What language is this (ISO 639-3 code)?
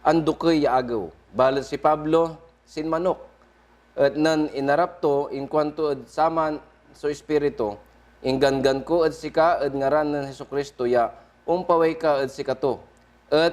pag